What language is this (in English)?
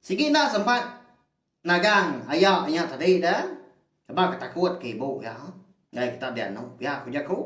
Iban